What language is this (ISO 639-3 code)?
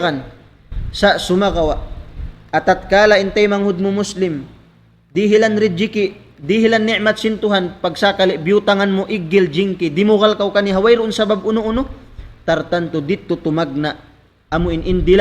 tsg